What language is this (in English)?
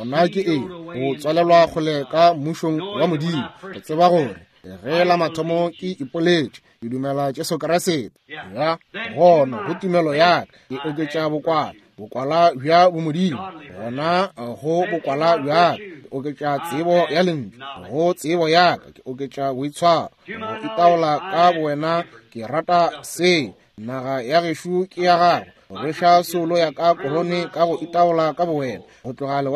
Northern Sotho